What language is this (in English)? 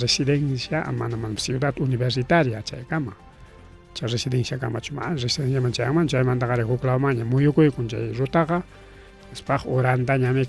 Ayacucho Quechua